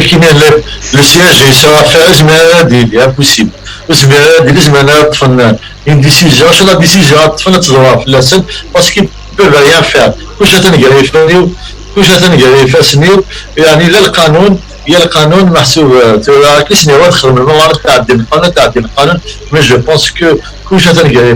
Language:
Kabyle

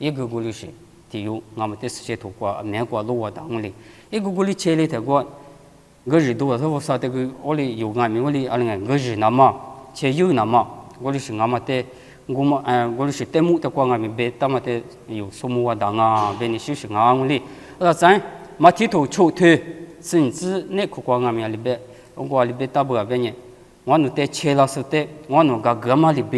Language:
Lisu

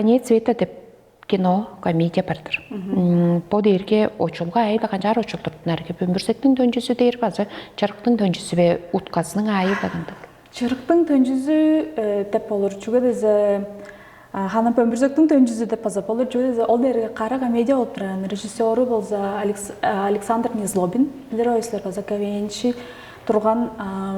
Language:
Tuvinian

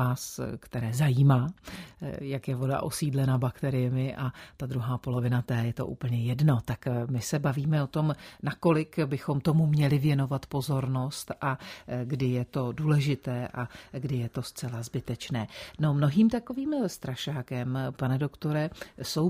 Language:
Czech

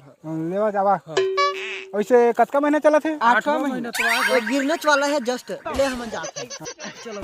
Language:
Chhattisgarhi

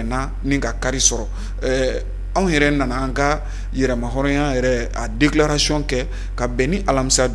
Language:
Bambara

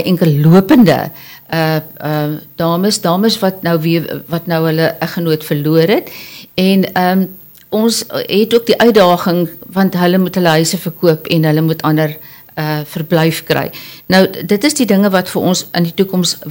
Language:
Afrikaans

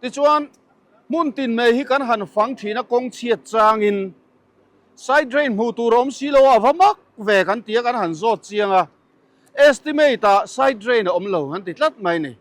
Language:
Mizo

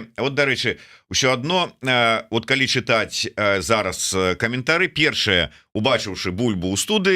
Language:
Belarusian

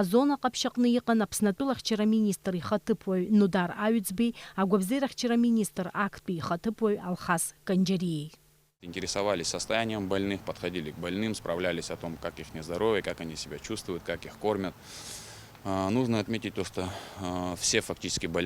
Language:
Abkhazian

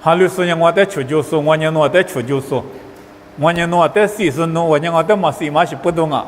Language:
Lisu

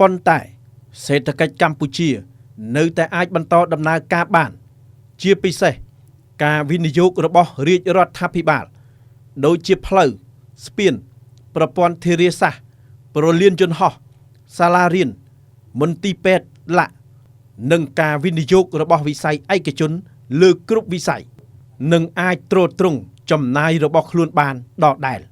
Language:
Khmer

